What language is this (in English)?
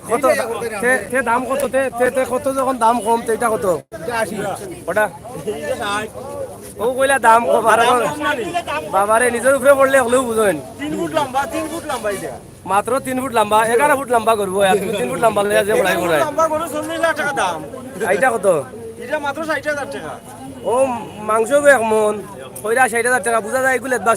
Sylheti